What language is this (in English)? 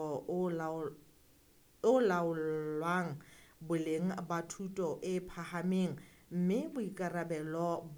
Southern Sotho